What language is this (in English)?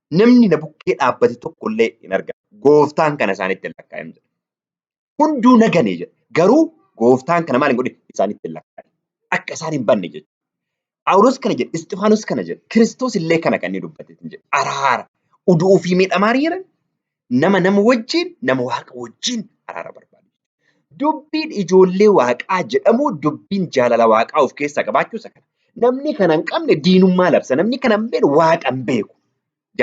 Oromo